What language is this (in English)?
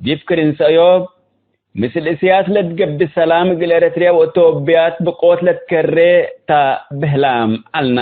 Tigre